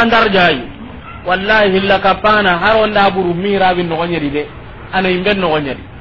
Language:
Soninke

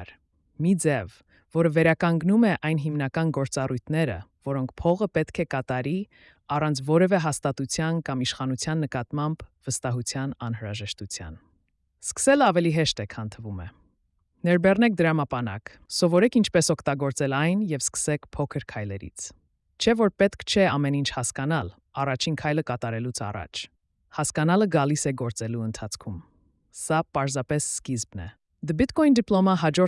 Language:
Armenian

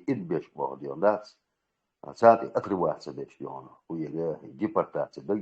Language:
Chechen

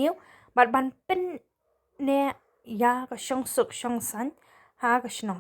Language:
Khasi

